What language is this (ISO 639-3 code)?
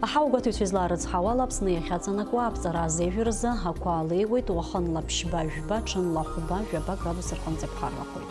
abk